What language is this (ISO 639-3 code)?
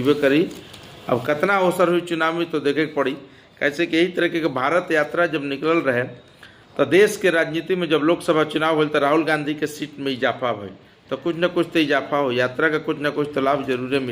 bho